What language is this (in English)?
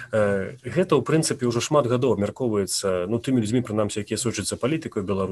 Belarusian